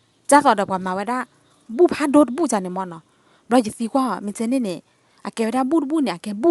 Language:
S'gaw Karen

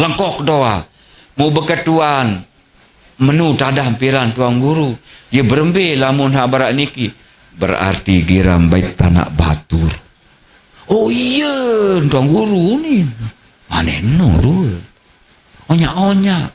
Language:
Sasak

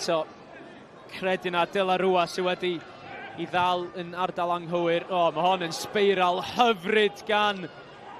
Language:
Welsh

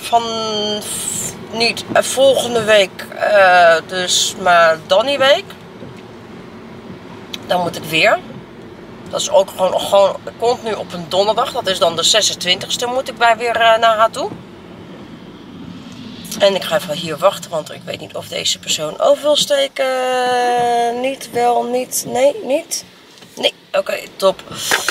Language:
Dutch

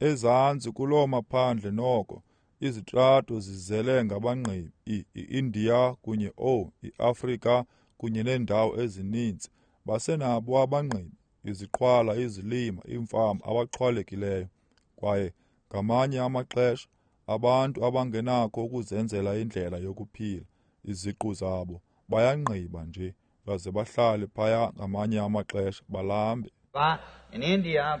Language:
Xhosa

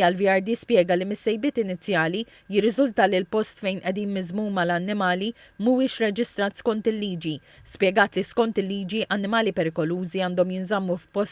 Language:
Maltese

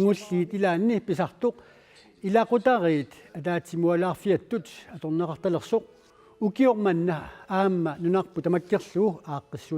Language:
Kalaallisut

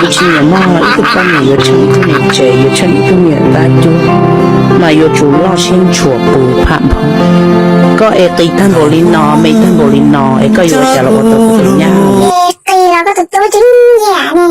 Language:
Hmong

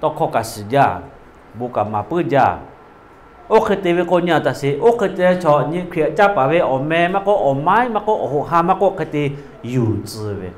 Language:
Lahu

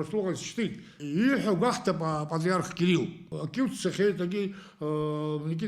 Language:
Abkhazian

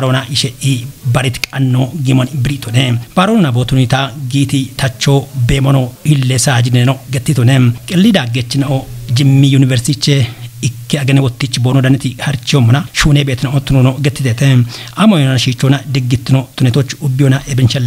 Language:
Kafa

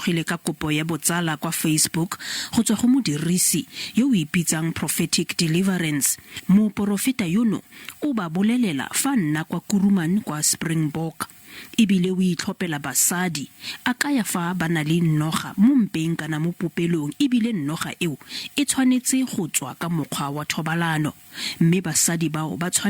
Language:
Tswana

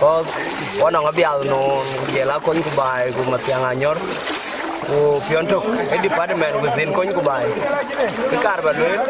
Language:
Dinka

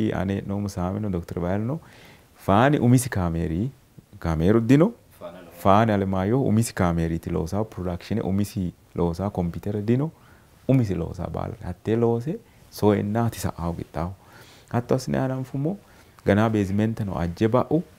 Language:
Sidamo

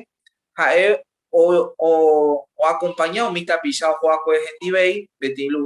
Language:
Guarani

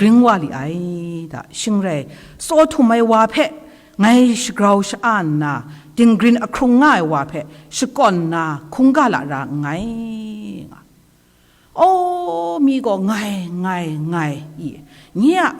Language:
Kachin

